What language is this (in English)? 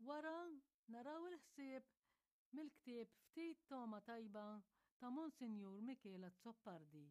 Maltese